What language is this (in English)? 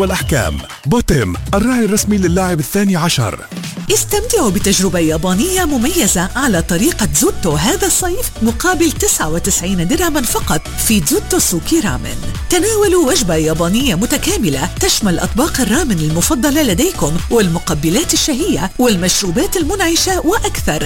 Arabic